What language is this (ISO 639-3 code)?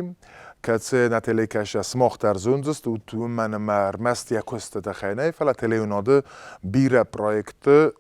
oss